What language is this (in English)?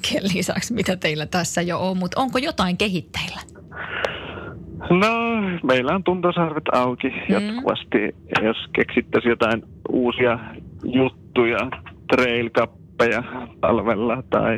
Finnish